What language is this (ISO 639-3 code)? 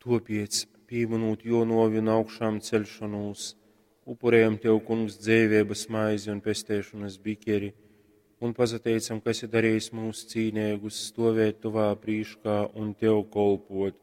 ltg